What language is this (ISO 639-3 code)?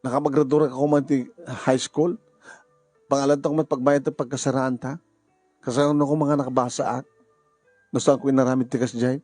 ilo